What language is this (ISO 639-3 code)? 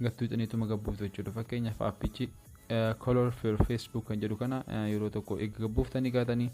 orm